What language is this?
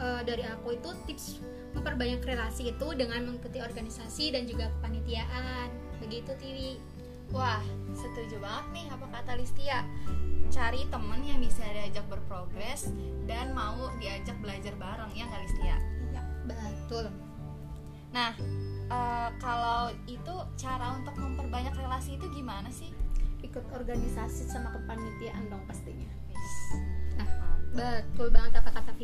Indonesian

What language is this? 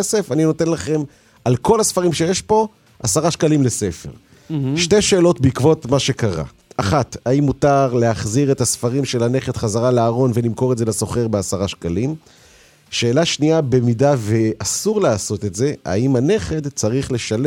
Hebrew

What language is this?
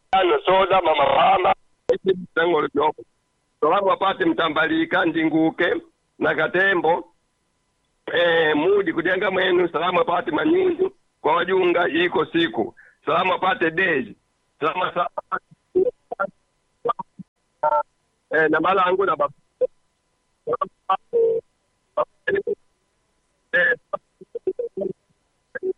Swahili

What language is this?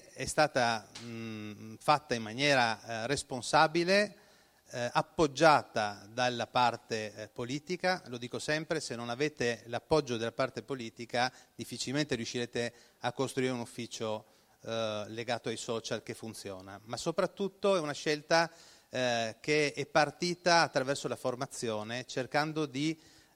Italian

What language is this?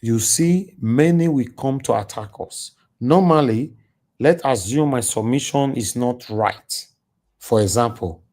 Nigerian Pidgin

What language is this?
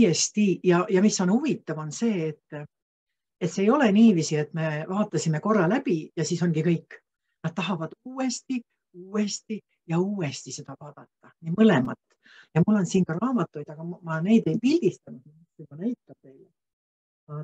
Estonian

